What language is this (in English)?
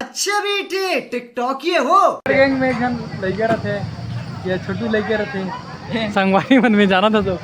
Chhattisgarhi